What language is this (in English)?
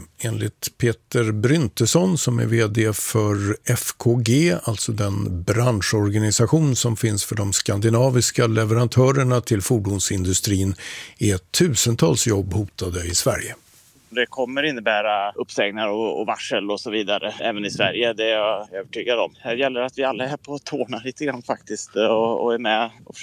Swedish